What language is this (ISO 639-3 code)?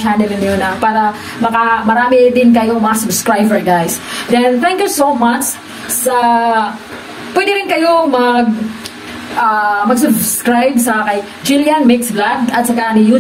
fil